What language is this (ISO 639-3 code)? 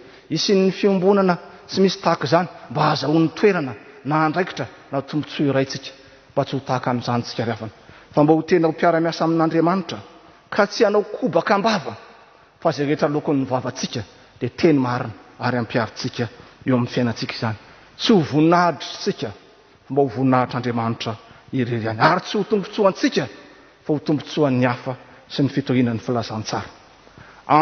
mlg